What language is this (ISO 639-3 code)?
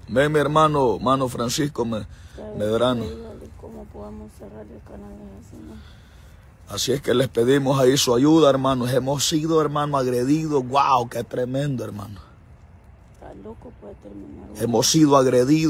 spa